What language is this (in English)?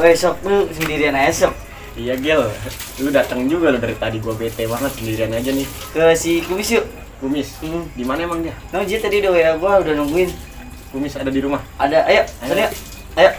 Betawi